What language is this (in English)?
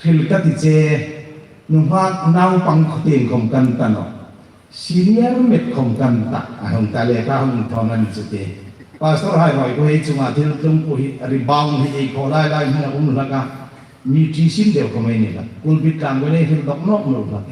Hmar